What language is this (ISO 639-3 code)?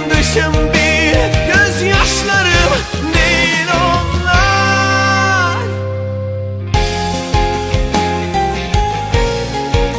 tur